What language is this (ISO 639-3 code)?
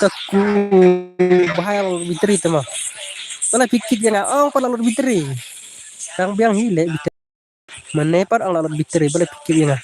kha